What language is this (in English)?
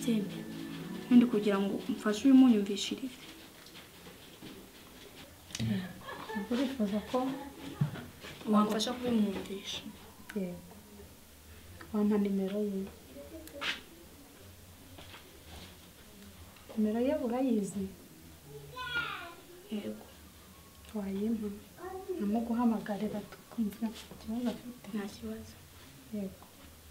Kinyarwanda